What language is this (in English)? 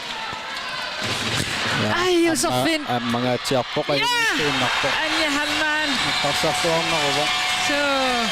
Kalaallisut